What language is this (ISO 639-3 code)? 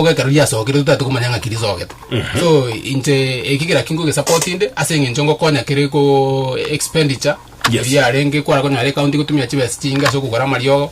guz